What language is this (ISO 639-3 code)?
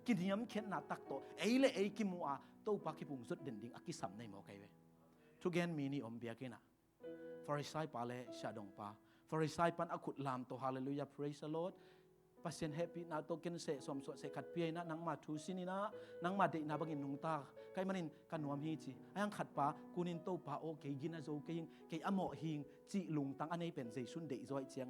ctd